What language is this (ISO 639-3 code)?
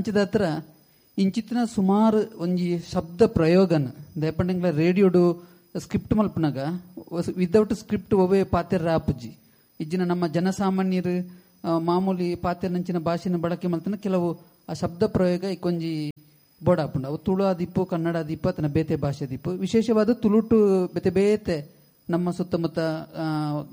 tcy